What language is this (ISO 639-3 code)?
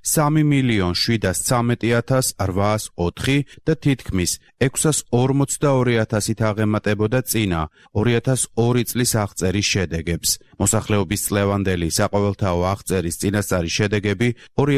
kat